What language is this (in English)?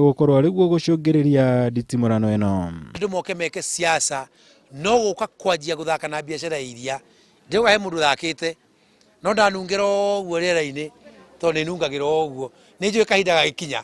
Kikuyu